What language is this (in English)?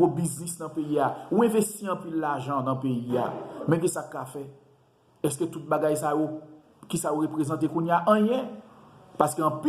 Haitian Creole